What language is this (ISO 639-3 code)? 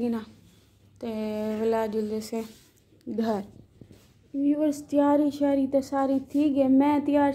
skr